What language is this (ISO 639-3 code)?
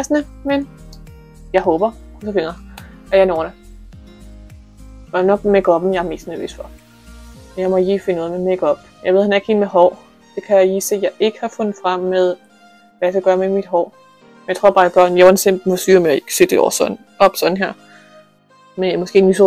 dan